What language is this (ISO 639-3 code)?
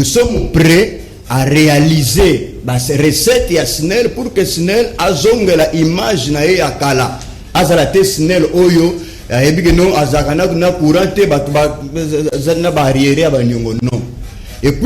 lin